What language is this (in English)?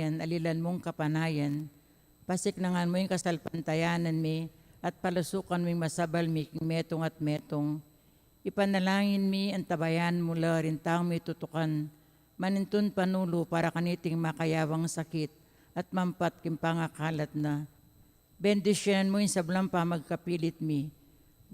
Pampanga